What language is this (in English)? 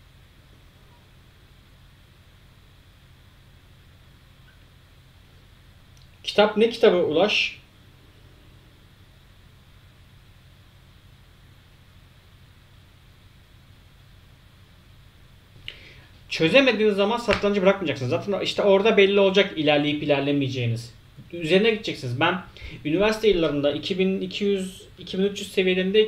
Turkish